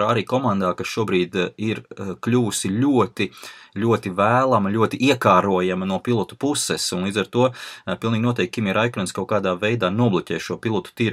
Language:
Latvian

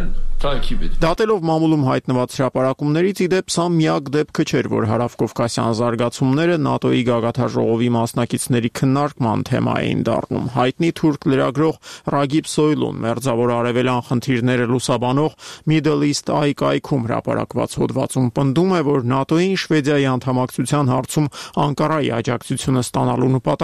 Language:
Armenian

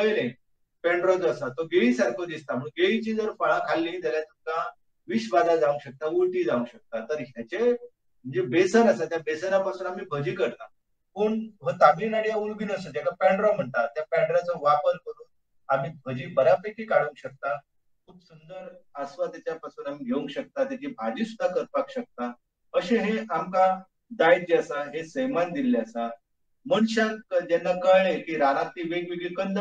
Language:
Konkani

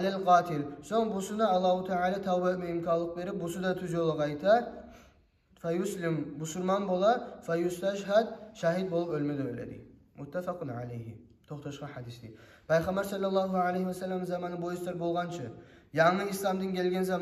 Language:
Kumyk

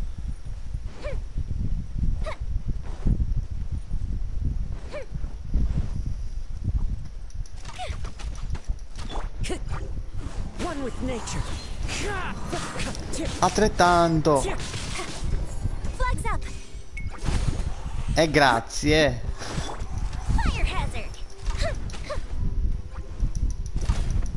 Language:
Italian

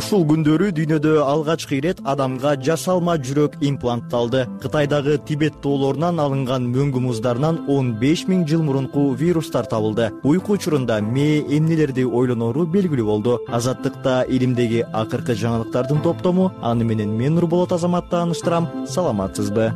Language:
Kyrgyz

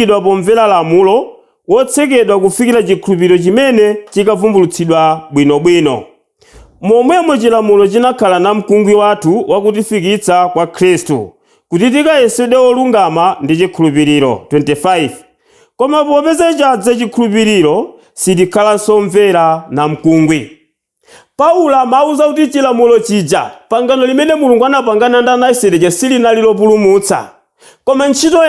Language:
Nyanja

